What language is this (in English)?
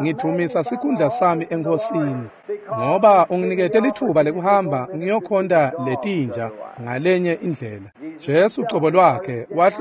Swati